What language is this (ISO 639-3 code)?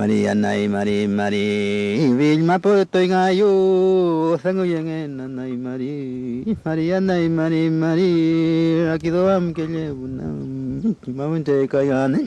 arn